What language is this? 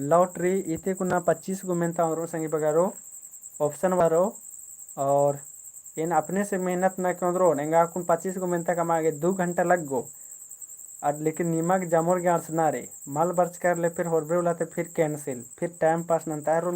Kurukh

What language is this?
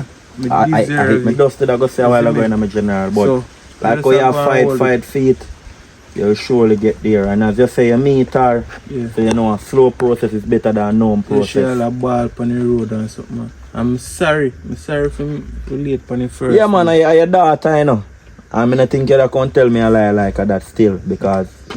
Jamaican Creole English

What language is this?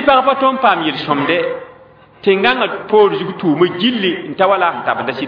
Mossi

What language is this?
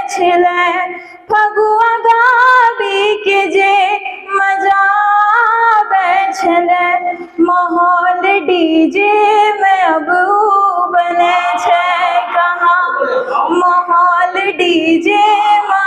Angika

